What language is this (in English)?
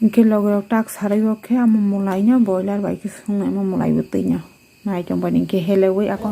Kok Borok